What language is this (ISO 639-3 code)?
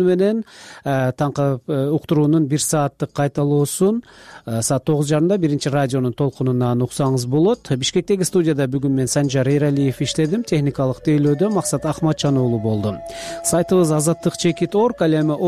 kir